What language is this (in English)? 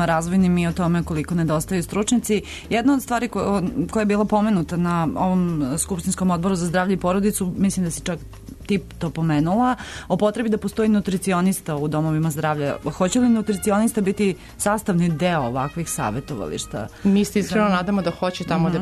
Serbian